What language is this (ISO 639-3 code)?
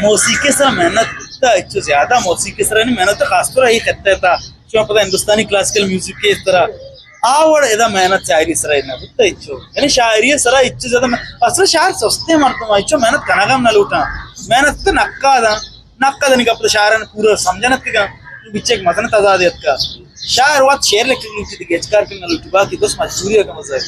bgp